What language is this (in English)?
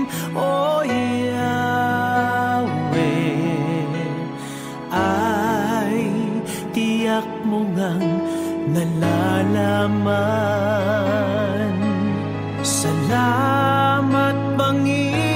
Filipino